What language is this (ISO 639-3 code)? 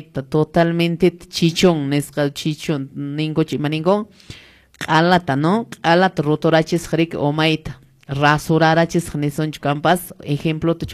que